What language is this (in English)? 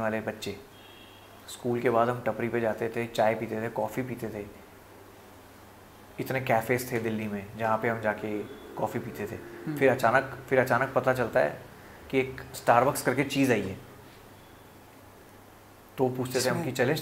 Hindi